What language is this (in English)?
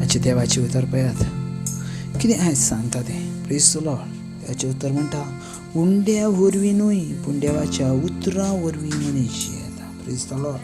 Konkani